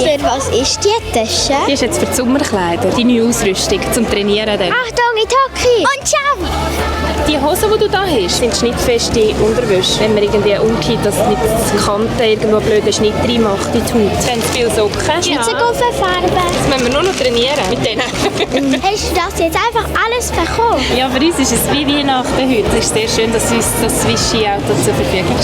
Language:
Swiss German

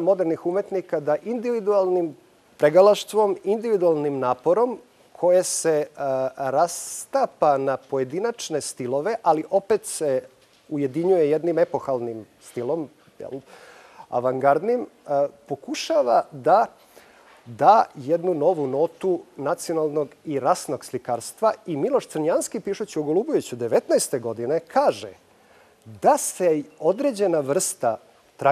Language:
Serbian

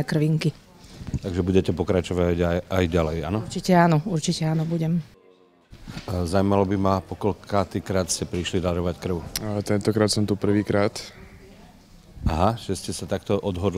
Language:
Slovak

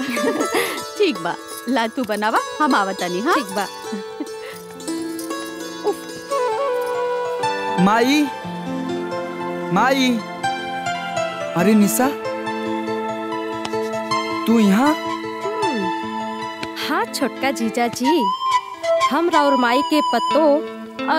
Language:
Bhojpuri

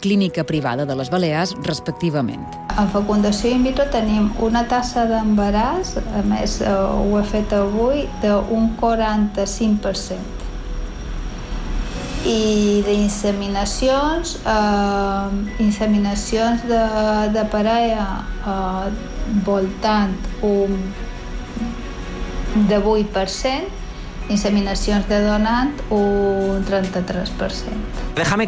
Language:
Catalan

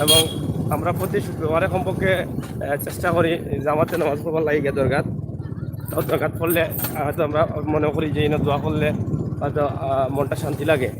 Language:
Sylheti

